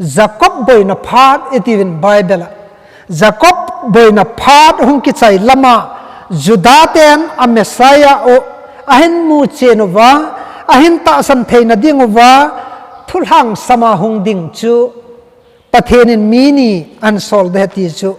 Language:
Thado Chin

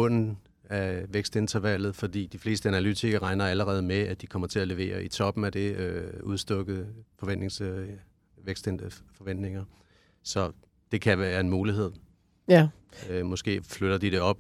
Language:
Danish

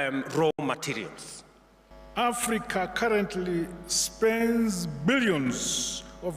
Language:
Tswana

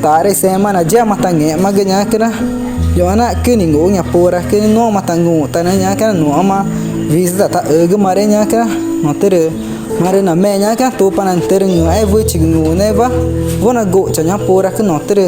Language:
Ticuna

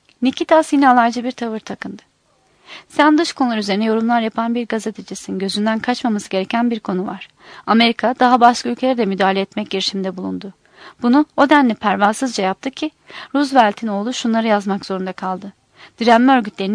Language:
Turkish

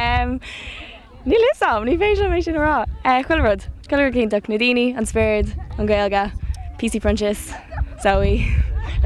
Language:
Irish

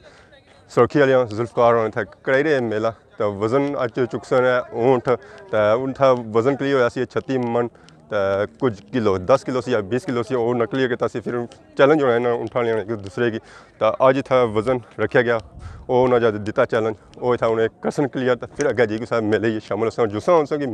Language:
Pahari-Potwari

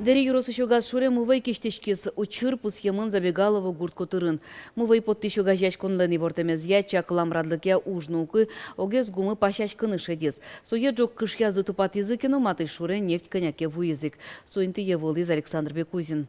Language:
Udmurt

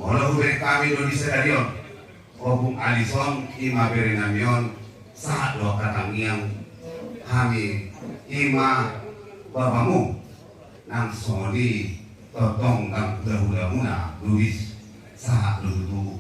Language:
Batak Toba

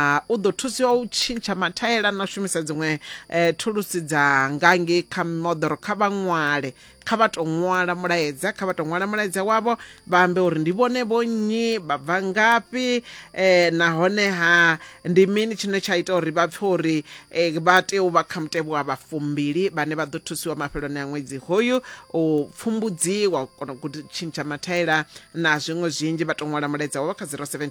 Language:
Venda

